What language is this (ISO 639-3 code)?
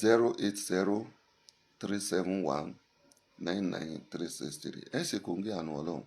yor